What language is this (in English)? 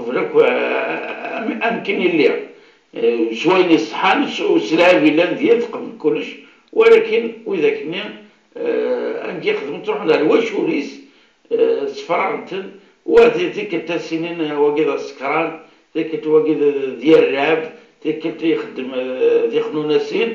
Kabyle